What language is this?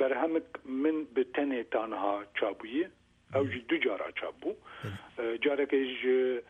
Kurdish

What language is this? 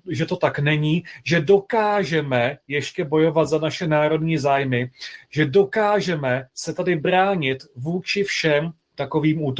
Czech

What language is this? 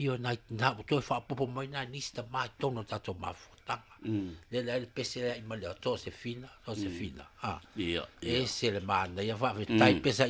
Samoan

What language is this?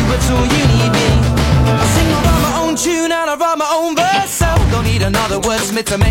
English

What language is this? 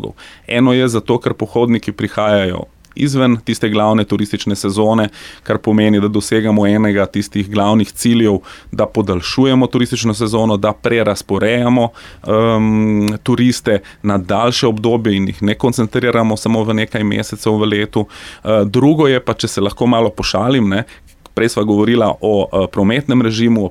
Slovenian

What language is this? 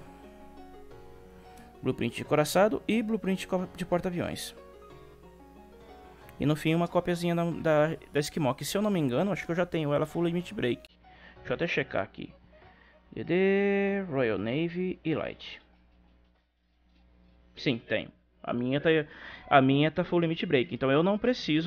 Portuguese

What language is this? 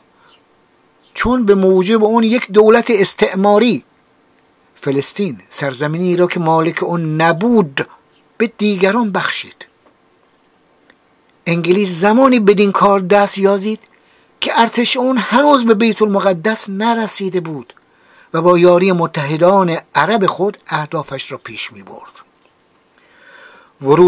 Persian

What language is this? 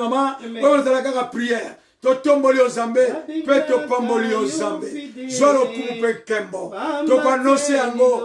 Lingala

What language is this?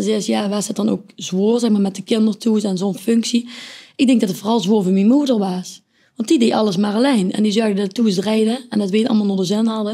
Limburgish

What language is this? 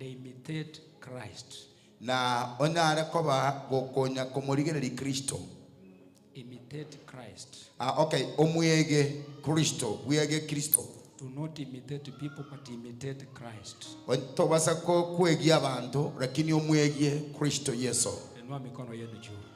Gusii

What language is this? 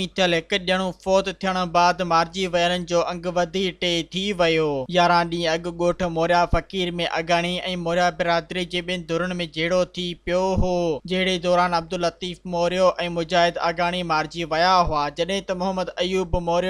Sindhi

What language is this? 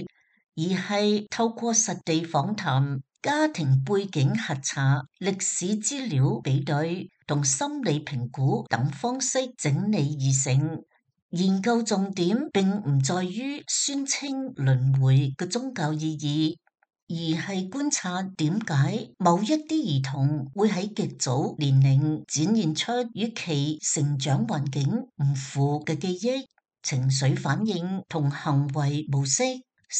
Cantonese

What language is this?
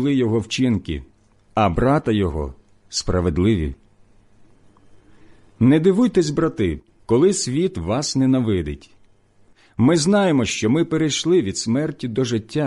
Ukrainian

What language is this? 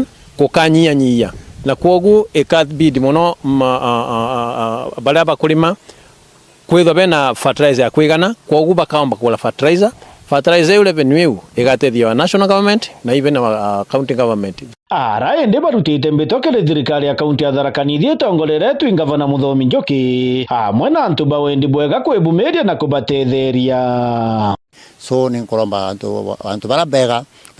Meru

